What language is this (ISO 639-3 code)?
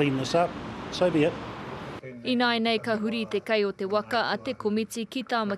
mri